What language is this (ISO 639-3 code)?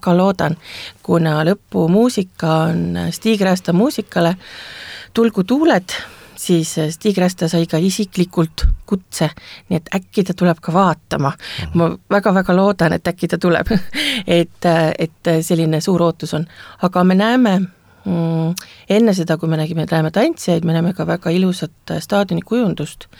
est